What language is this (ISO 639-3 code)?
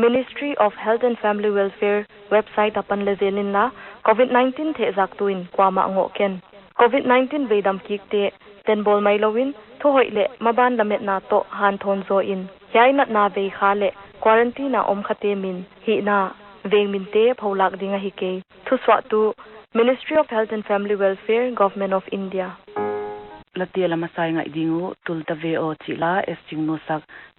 pck